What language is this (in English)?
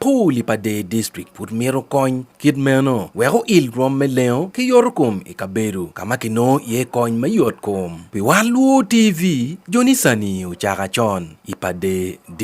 Acoli